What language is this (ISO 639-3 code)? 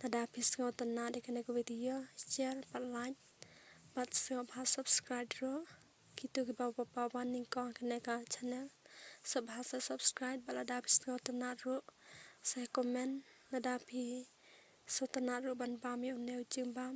kha